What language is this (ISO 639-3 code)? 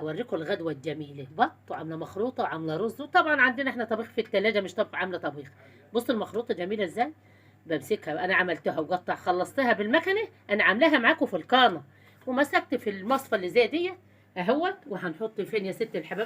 arz